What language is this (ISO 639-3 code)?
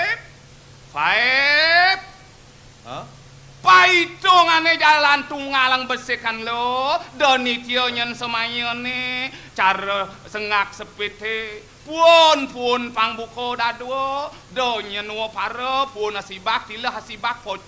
ban